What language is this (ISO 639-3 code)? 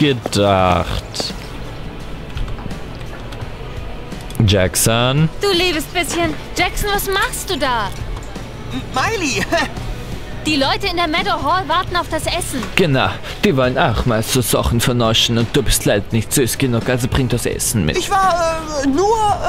deu